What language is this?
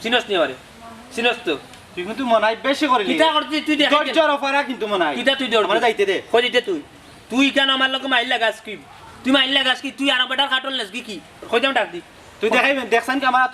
Sylheti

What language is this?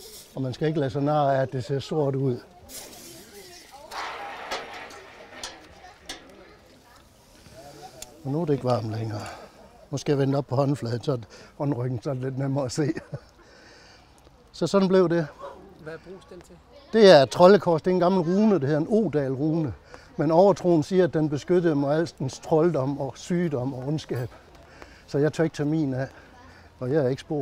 Danish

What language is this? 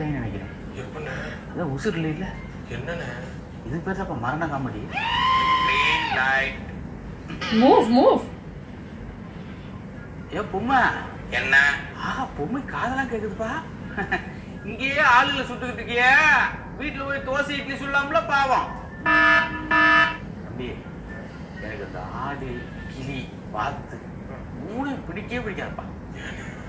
Tamil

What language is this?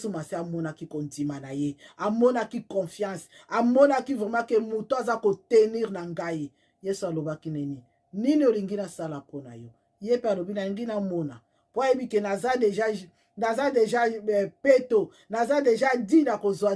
Lingala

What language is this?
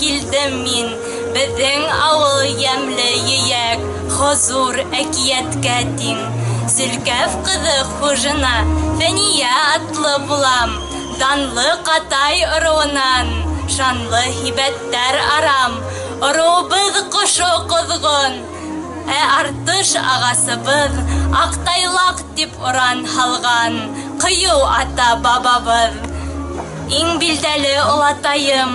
Bashkir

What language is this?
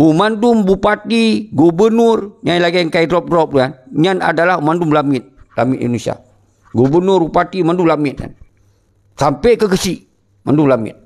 Achinese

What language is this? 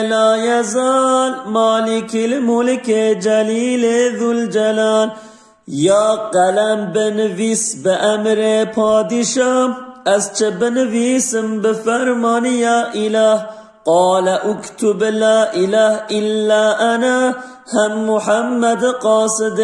Kurdish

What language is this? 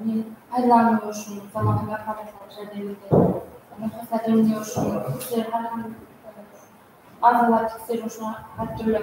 Kara-Kalpak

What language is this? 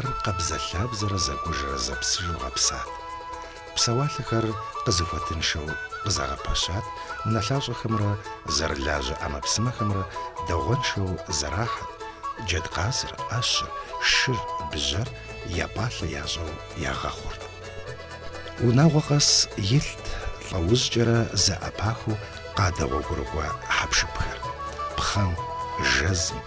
Kabardian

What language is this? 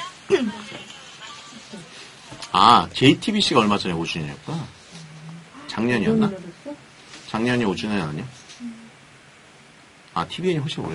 Korean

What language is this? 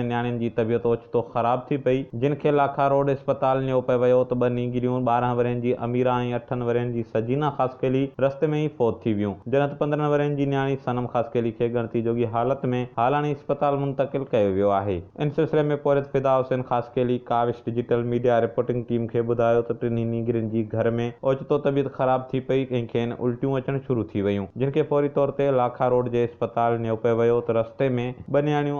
Sindhi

